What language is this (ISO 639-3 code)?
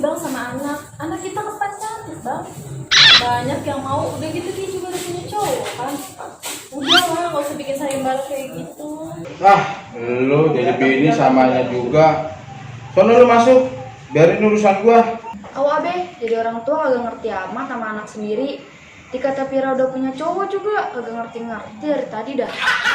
bew